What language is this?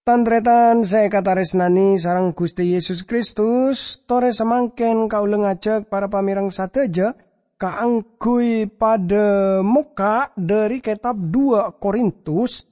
Madurese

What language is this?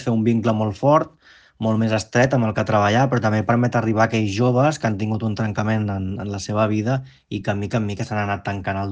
Catalan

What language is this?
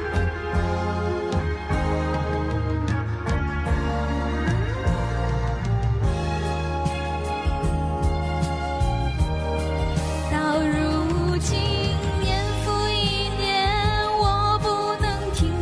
Chinese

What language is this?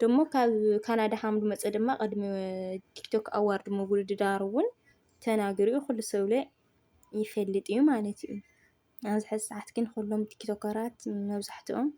Tigrinya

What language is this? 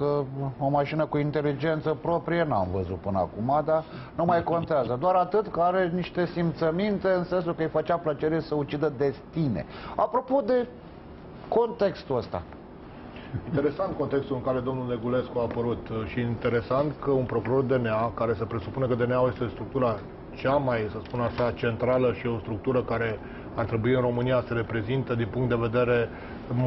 Romanian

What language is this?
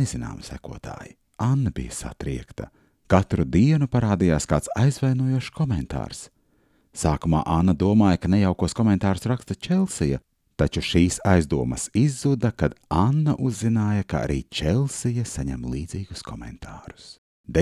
Latvian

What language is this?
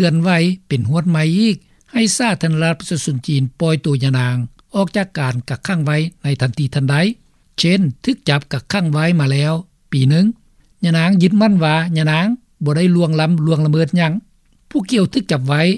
Lao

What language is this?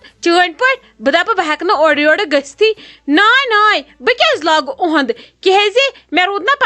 Kashmiri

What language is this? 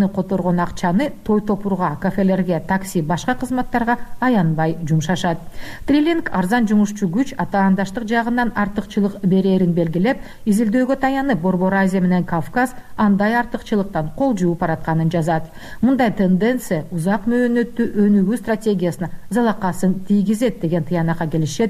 Kyrgyz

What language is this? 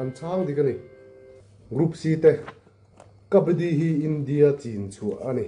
Mizo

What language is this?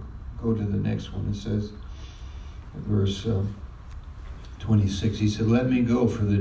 English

